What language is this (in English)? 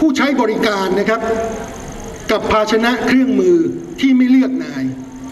Thai